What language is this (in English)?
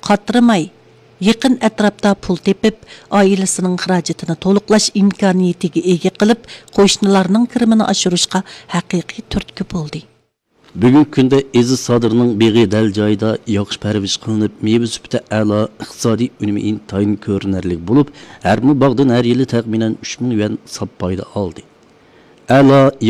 Uyghur